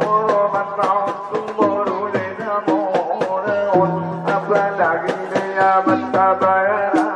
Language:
Batak Angkola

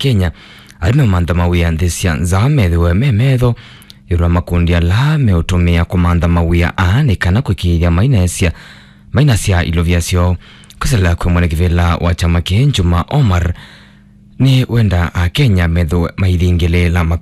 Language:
Kamba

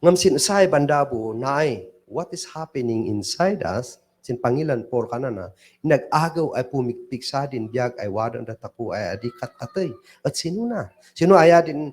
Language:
Kankanaey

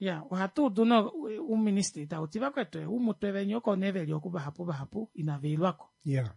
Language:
Kuanyama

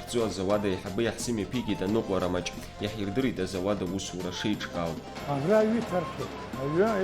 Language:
Abkhazian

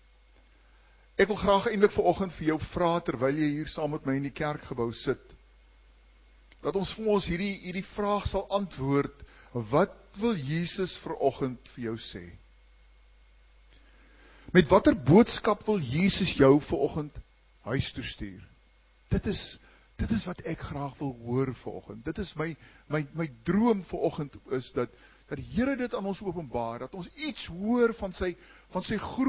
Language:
Afrikaans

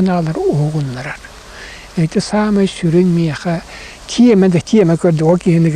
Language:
Yakut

